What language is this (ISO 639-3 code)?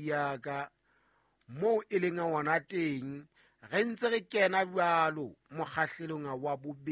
sot